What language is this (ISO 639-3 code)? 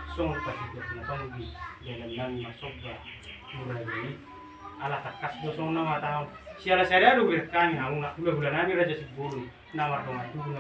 bbc